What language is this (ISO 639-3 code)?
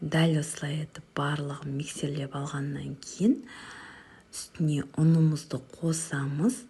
kaz